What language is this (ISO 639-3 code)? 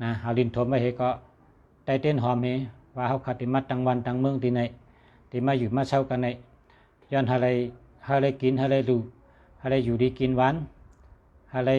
shn